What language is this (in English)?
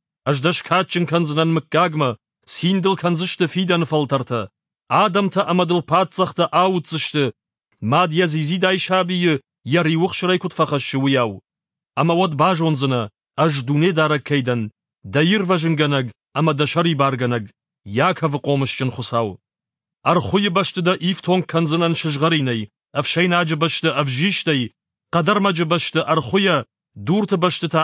Ossetic